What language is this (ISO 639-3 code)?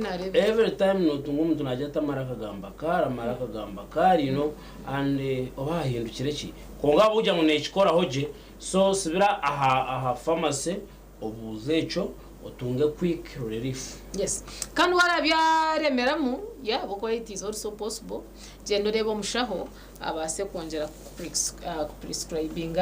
nyn